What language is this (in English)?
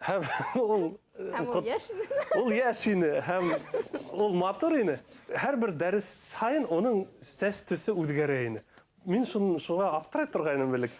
Bashkir